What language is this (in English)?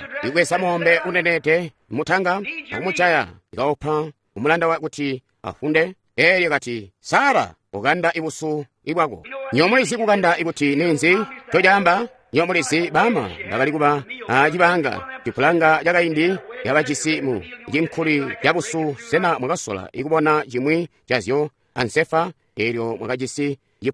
Tonga (Zambia)